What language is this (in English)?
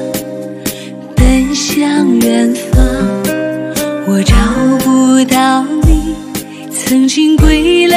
Chinese